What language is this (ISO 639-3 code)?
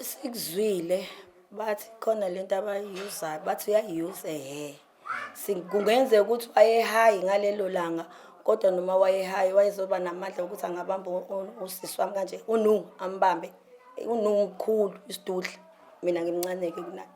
zul